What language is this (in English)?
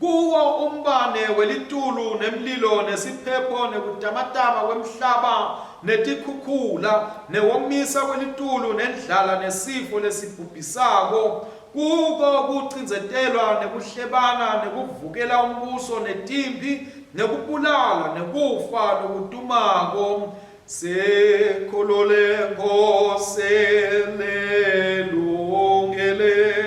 Swati